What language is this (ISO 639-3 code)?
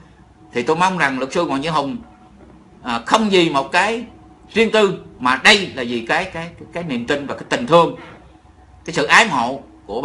vie